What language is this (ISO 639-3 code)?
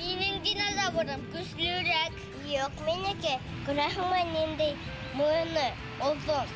bak